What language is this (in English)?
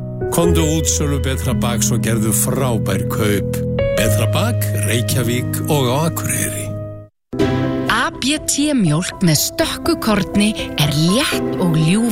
Icelandic